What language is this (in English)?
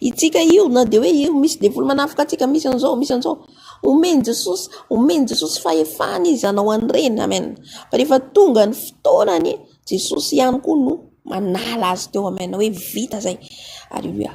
Malagasy